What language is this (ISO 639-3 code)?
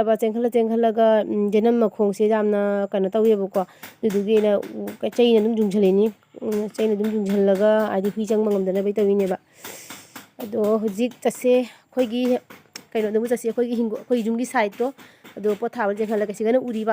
mni